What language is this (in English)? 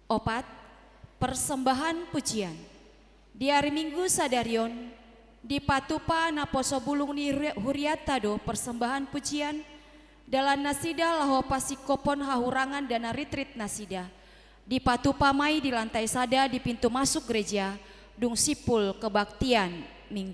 Batak Toba